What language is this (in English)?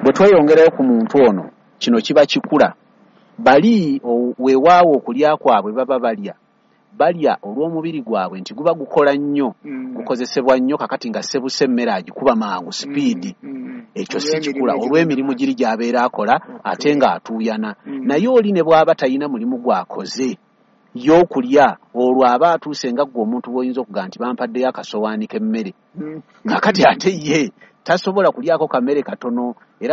Ganda